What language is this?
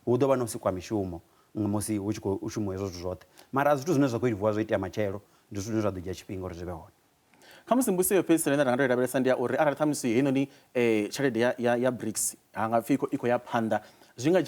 Venda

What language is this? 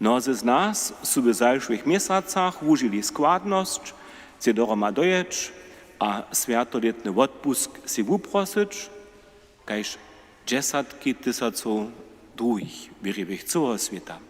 Upper Sorbian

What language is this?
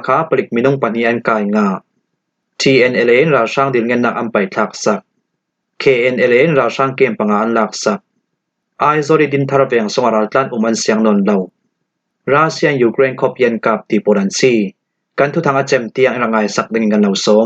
Falam Chin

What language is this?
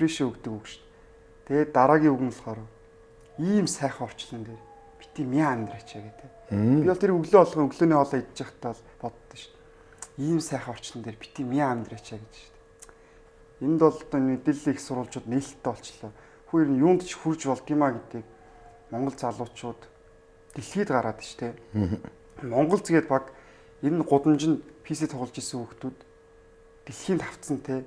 Mongolian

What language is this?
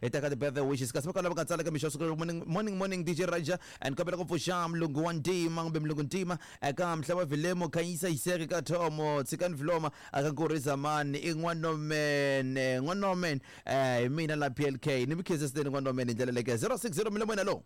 Tsonga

